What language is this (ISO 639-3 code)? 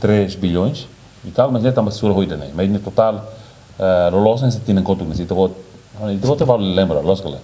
tet